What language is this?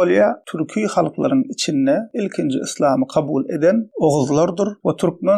Turkmen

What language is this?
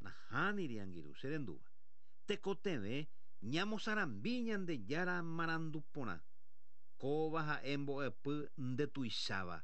Guarani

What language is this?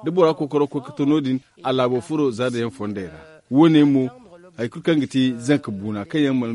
Zarma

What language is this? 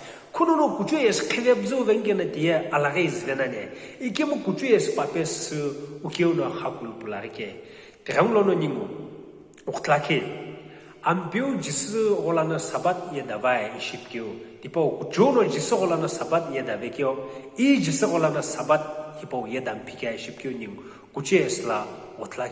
Sumi Naga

